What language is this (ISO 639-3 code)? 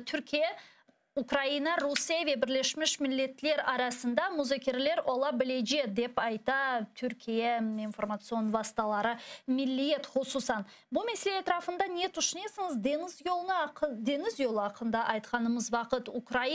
crh